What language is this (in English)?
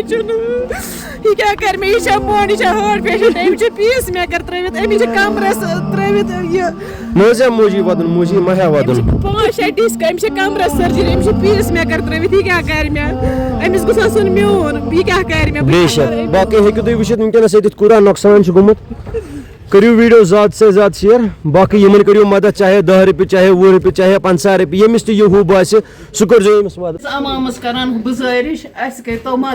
Kashmiri